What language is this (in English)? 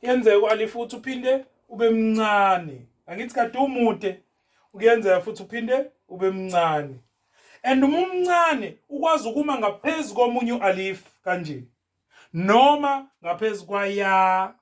Zulu